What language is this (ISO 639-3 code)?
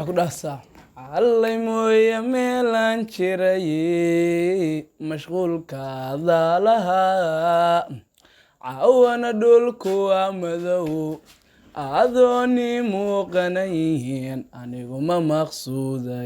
som